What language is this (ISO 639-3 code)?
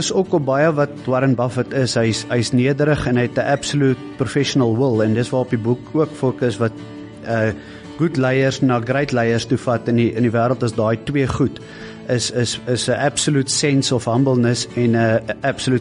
afr